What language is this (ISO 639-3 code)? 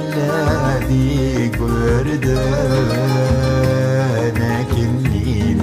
kab